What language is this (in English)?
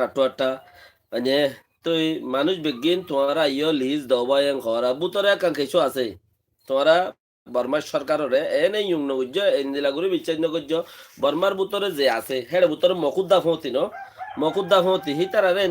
Rohingya